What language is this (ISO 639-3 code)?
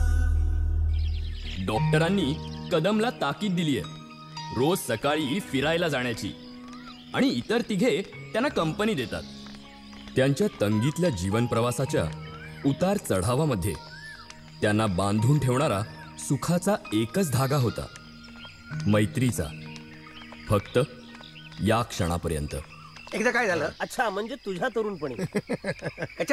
mar